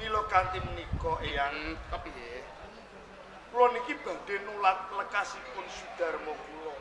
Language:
Javanese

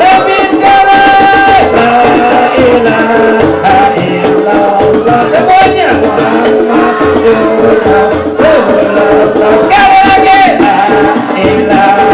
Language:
Betawi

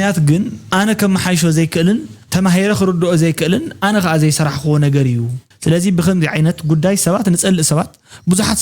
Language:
Tigrinya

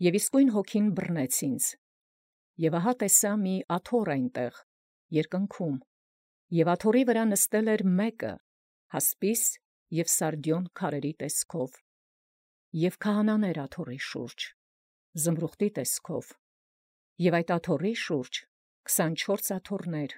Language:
Armenian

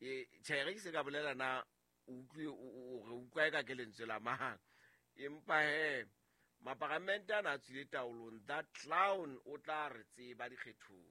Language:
Southern Sotho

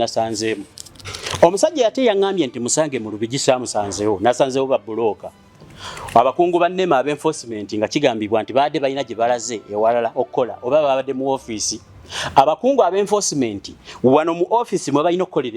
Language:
Ganda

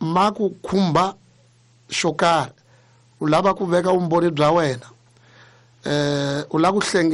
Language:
Tsonga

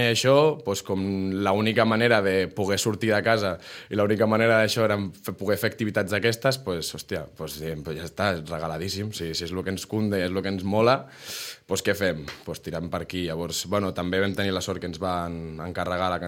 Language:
Catalan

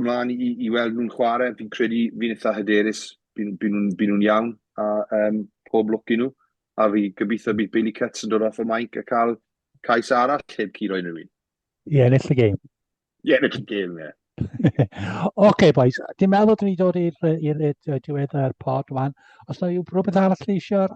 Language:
Welsh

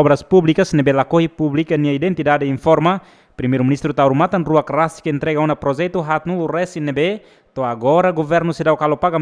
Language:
Tetum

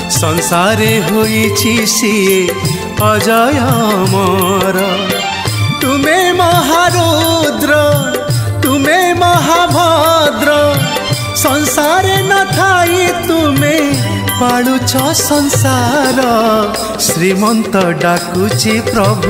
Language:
Odia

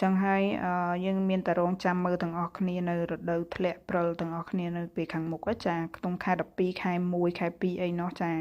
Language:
Khmer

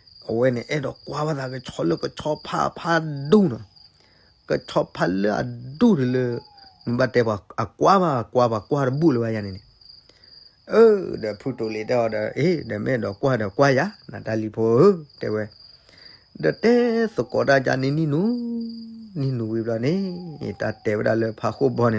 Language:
S'gaw Karen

